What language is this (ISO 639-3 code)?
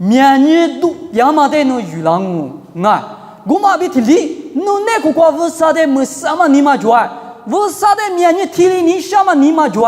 lis